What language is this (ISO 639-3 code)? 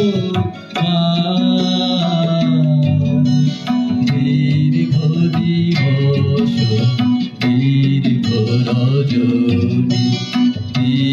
ben